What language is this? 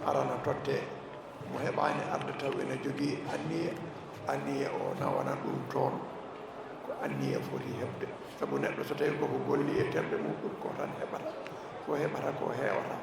Fula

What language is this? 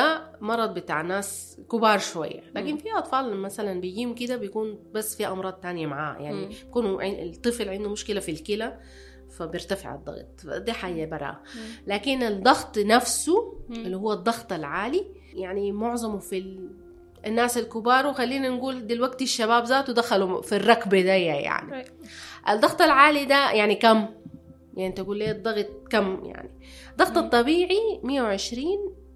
Sudanese Arabic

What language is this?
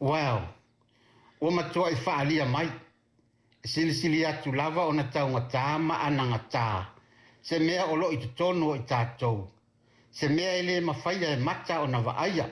Samoan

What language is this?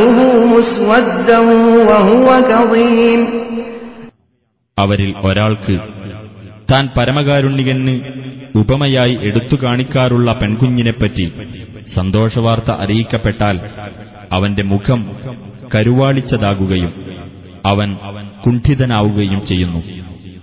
Malayalam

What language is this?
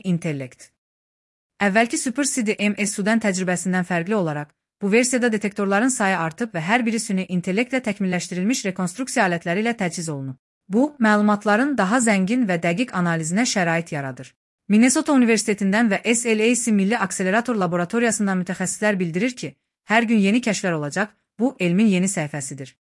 Azerbaijani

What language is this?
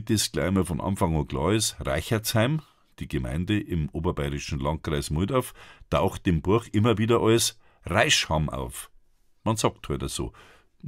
Bavarian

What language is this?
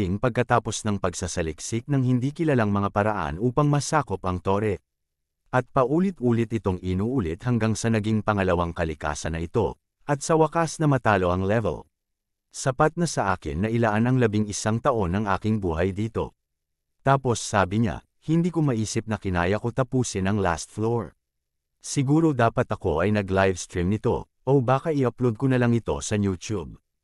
Filipino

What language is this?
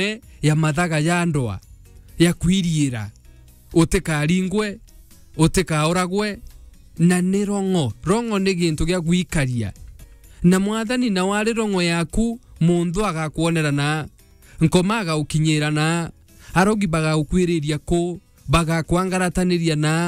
Meru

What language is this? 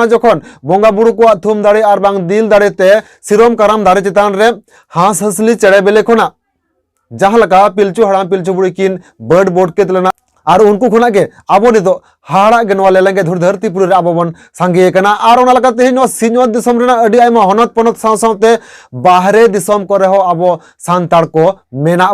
Santali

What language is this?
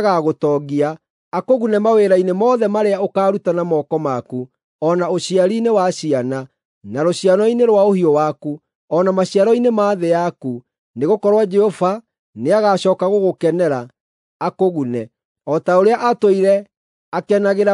Kikuyu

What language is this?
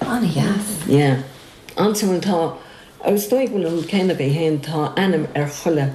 Irish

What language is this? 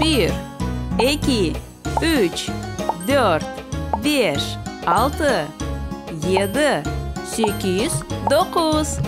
Crimean Tatar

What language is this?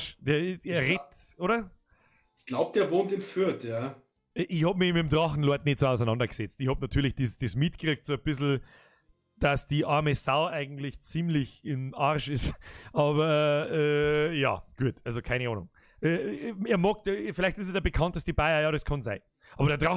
Bavarian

